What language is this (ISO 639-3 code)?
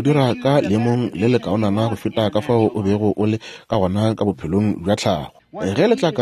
nso